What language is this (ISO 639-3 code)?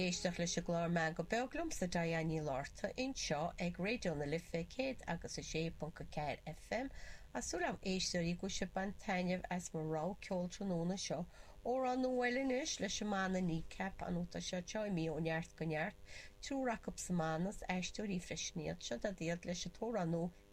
gle